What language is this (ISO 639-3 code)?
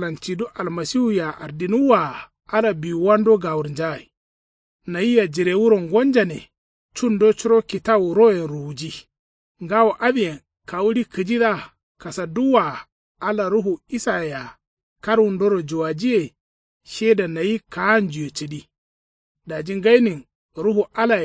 kau